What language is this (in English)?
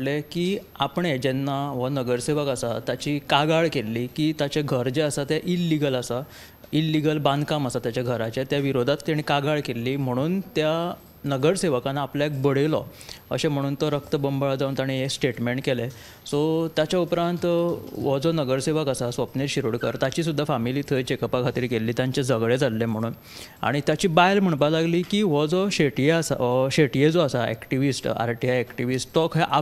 Konkani